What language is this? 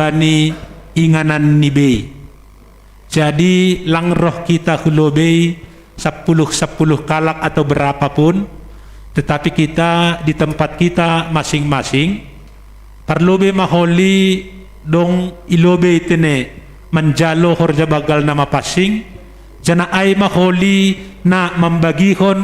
Batak Simalungun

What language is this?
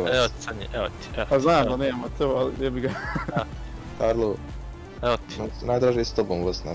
Croatian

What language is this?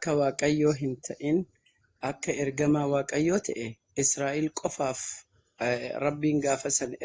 Oromo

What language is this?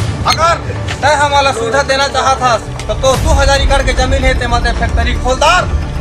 Chhattisgarhi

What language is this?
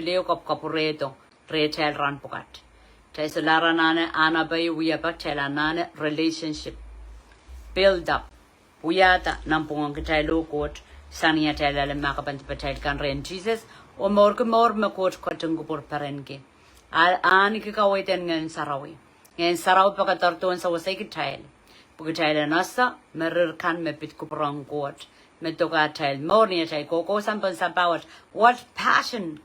Pohnpeian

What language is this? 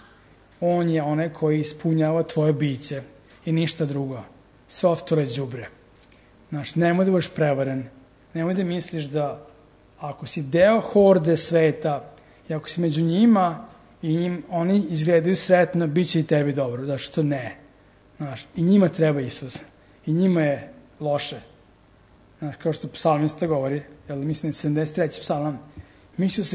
Serbian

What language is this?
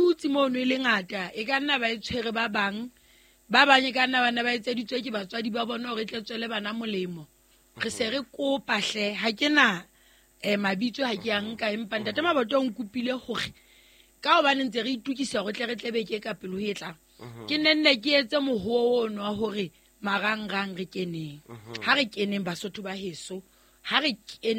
Southern Sotho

